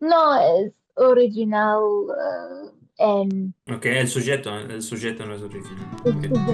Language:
Ladino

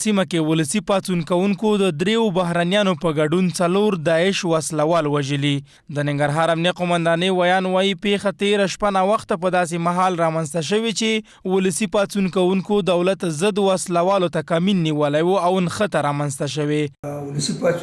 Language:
Pashto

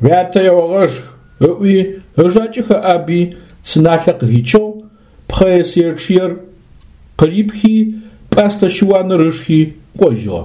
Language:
Adyghe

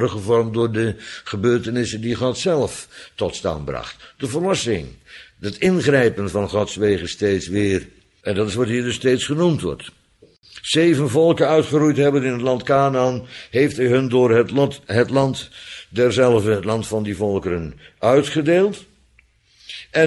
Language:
Dutch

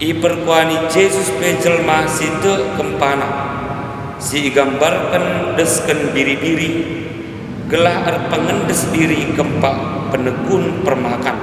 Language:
Batak Karo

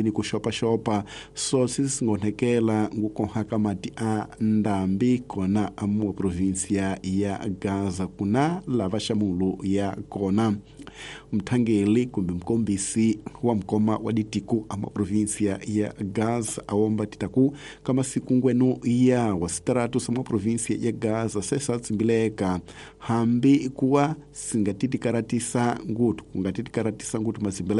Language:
Tsonga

